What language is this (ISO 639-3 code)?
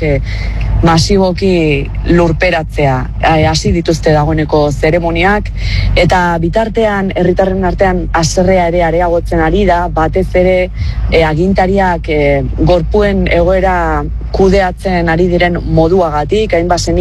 eus